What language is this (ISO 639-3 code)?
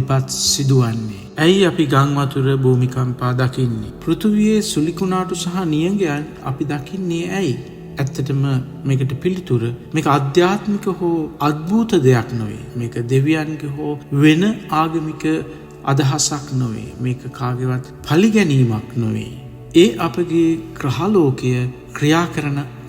sin